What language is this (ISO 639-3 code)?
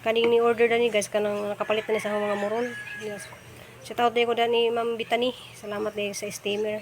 ceb